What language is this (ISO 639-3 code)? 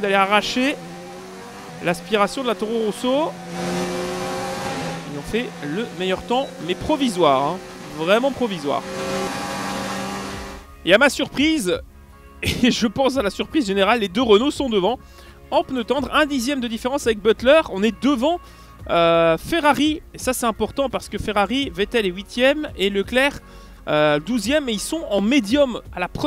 fra